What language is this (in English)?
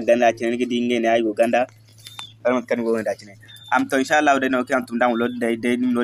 Zarma